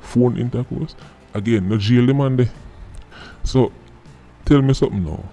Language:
Jamaican Creole English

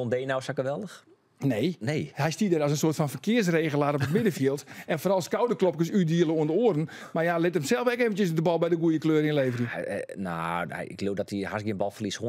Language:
Western Frisian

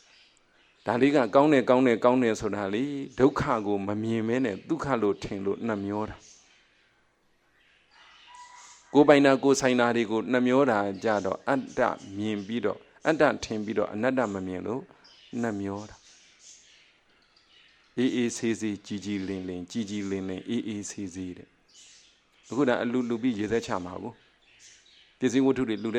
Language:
Burmese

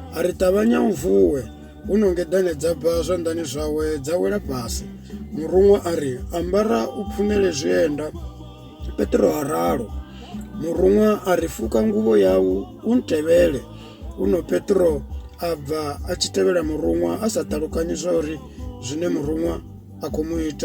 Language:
Venda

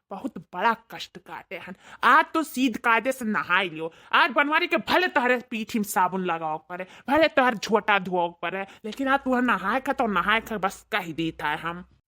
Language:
Awadhi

